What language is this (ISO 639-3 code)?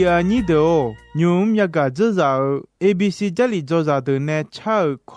ahk